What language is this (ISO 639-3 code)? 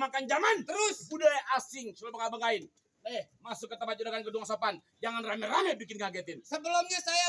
bew